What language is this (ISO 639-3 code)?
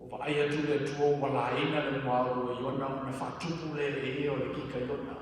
smo